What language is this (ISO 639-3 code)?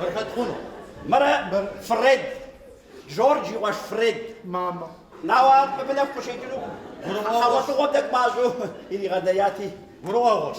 kbd